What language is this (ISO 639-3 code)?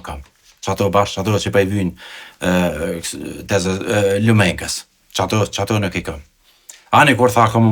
sqi